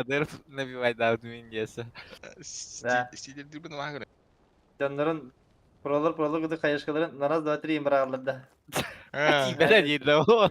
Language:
Yakut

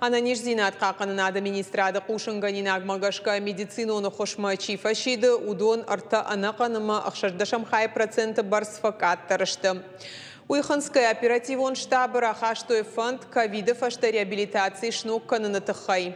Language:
Ossetic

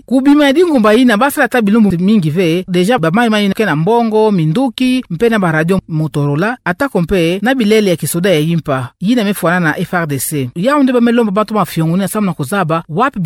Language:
Kituba (Democratic Republic of Congo)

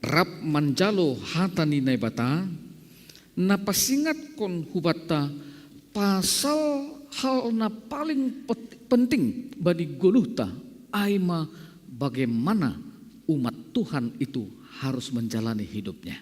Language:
Batak Simalungun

